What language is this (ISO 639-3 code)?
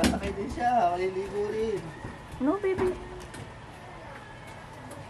fil